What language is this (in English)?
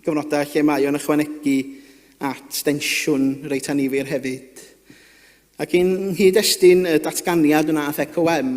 Welsh